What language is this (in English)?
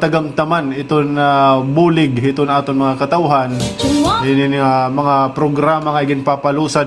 Waray